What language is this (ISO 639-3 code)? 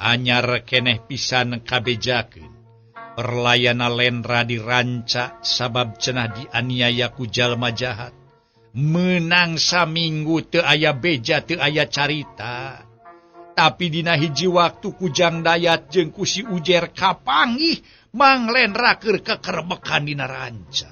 sun